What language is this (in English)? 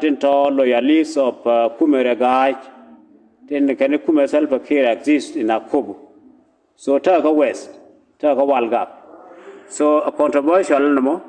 Nuer